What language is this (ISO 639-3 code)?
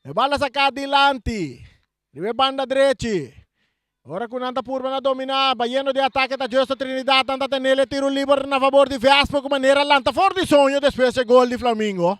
pap